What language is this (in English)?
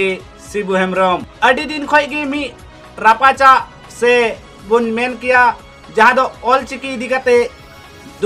Santali